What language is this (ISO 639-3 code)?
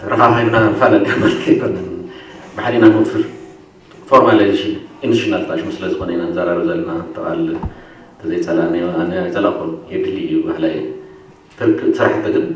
tir